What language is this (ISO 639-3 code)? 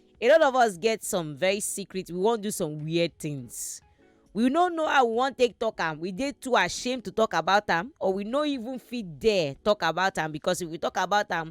pcm